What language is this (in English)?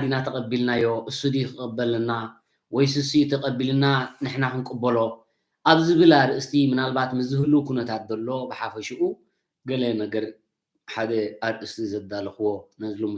Tigrinya